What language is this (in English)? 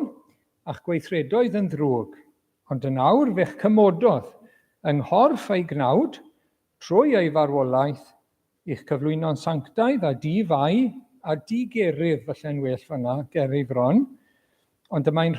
Welsh